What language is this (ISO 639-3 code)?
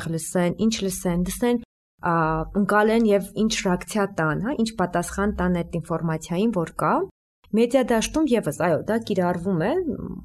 hye